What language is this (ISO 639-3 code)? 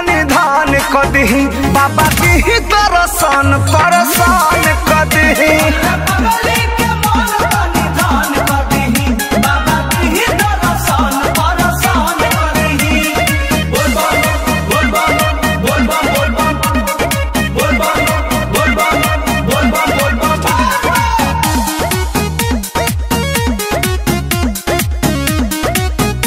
bho